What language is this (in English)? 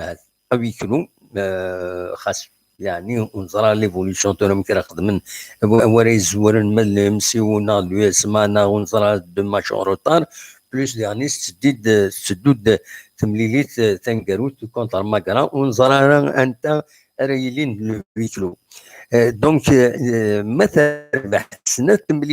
Kabyle